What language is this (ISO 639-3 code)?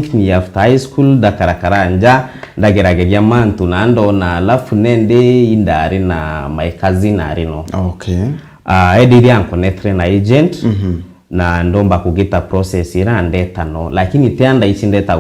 mer